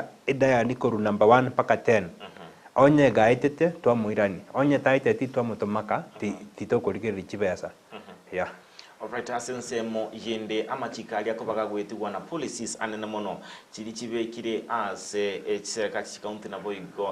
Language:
Gusii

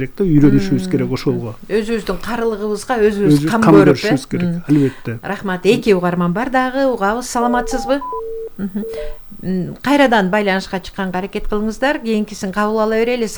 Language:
Kyrgyz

